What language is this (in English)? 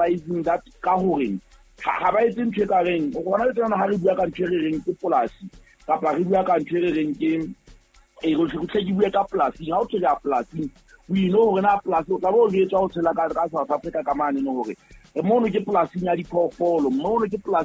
Southern Sotho